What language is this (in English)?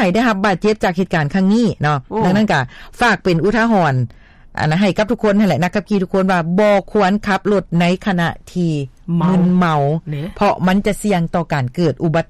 Lao